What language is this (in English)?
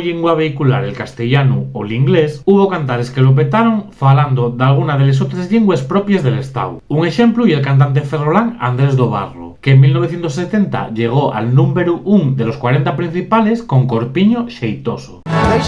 Asturian